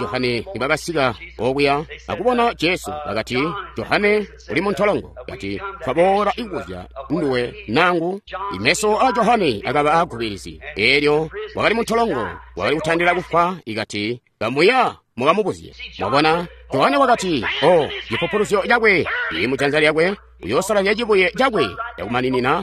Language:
Tonga (Zambia)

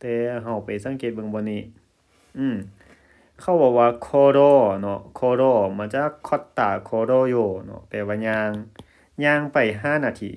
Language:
Lao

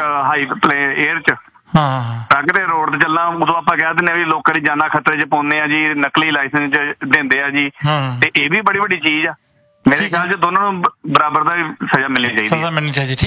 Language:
Punjabi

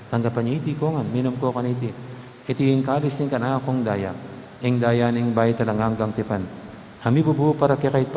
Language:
Pampanga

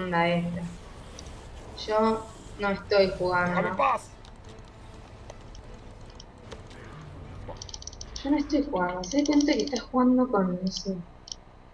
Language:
Spanish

